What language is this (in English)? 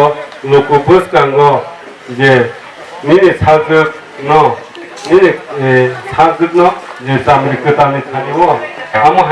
Kok Borok